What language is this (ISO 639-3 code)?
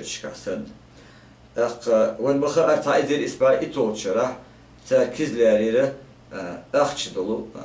che